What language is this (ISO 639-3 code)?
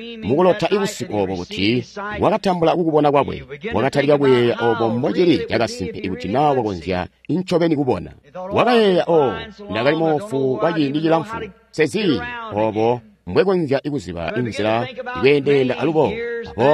toi